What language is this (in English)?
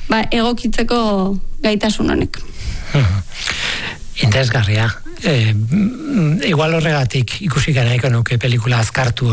Basque